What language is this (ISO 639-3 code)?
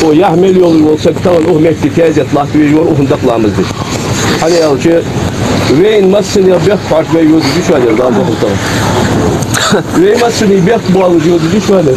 inh